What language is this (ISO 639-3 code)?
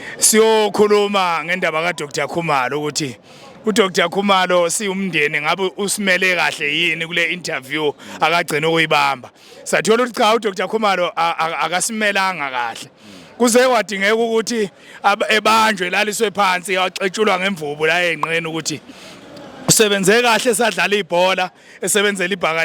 zul